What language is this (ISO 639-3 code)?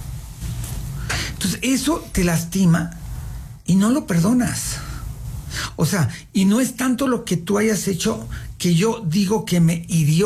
spa